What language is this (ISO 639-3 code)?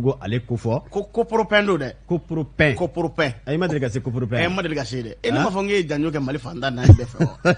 bam